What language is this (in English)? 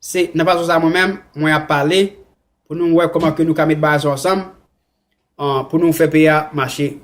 Haitian Creole